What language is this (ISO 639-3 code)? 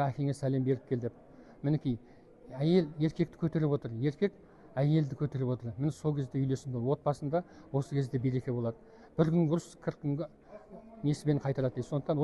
kaz